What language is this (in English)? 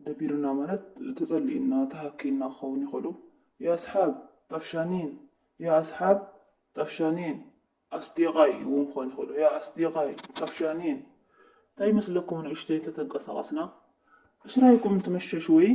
Tigrinya